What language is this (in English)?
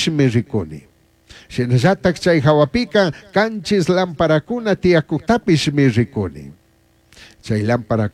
Chimborazo Highland Quichua